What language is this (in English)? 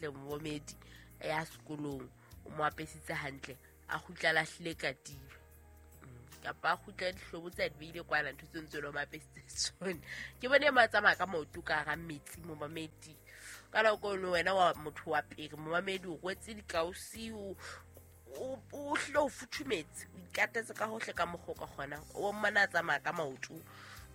Southern Sotho